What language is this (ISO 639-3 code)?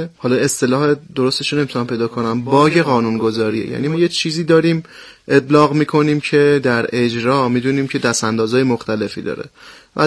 fas